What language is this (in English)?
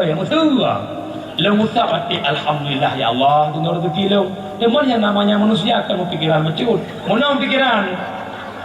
Achinese